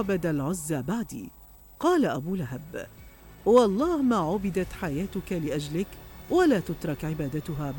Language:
Mesopotamian Arabic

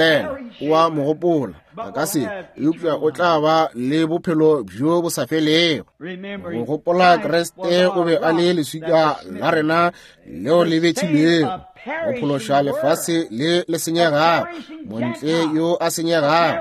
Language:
Northern Sotho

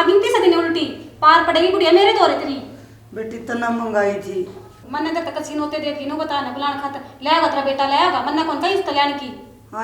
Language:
Haryanvi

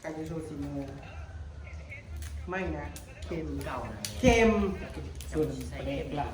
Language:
Northeastern Thai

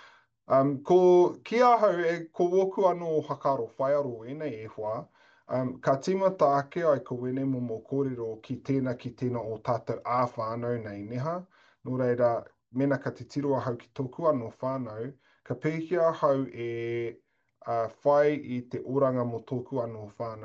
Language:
Māori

